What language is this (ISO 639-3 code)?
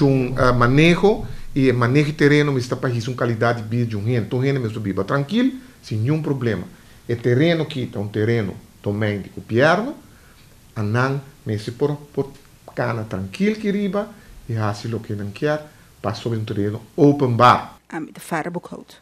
pap